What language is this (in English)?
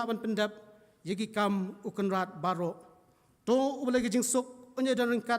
Khasi